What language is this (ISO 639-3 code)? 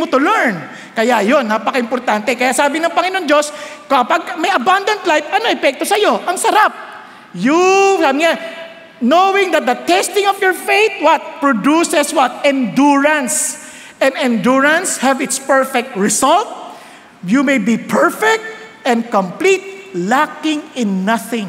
fil